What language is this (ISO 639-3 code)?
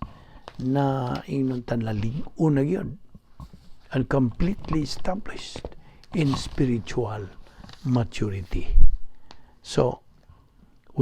ceb